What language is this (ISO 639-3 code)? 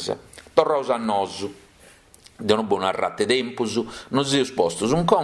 srd